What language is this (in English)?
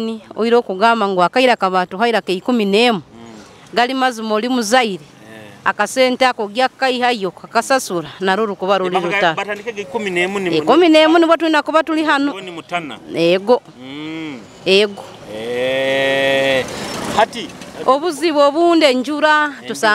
Nyoro